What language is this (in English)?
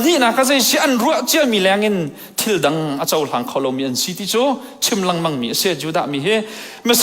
Hakha Chin